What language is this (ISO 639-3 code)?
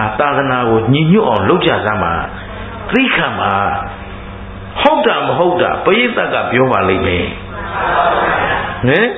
mya